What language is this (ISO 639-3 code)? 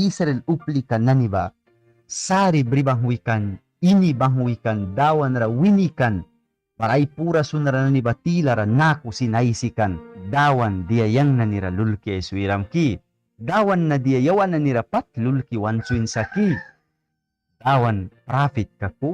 miq